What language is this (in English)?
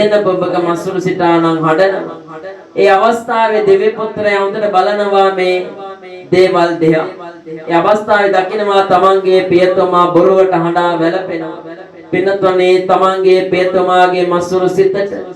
Sinhala